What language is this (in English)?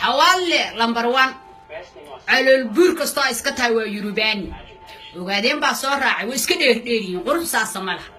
Somali